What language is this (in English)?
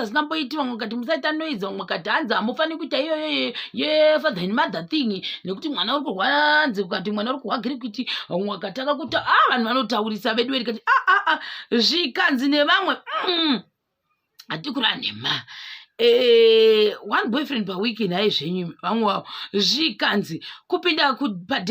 Shona